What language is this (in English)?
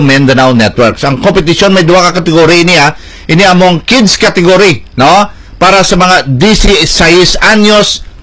Hiligaynon